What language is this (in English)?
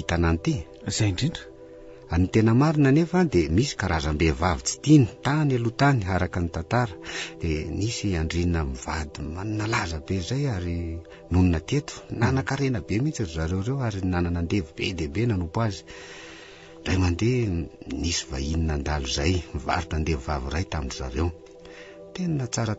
Malagasy